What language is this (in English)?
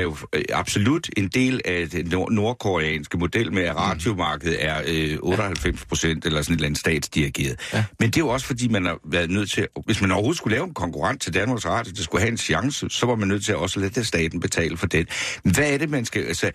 Danish